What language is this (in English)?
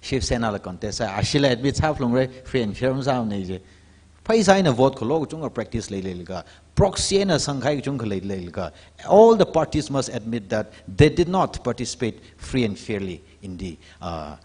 Tangkhul Naga (India)